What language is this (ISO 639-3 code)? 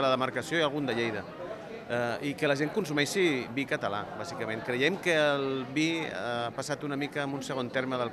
cat